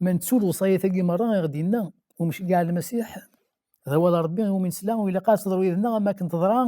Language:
Kabyle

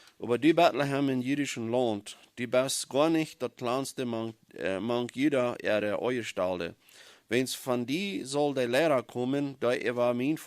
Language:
Plautdietsch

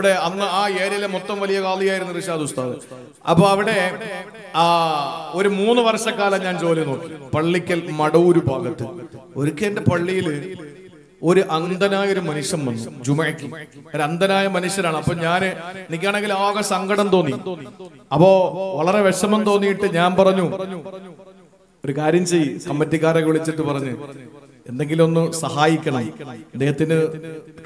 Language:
Malayalam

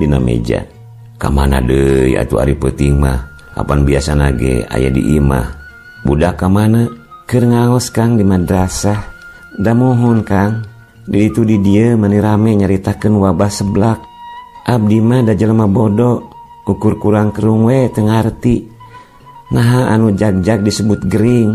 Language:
Sundanese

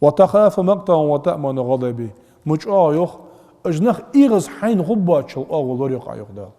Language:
Ingush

